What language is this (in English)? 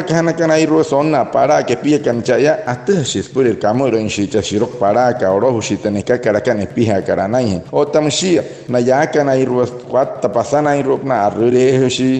Wayuu